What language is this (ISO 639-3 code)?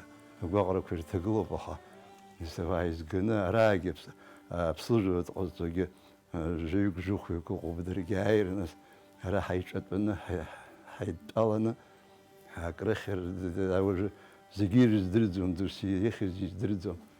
abk